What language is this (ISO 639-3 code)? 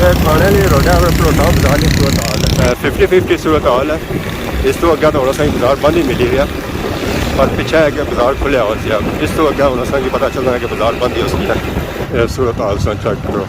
phr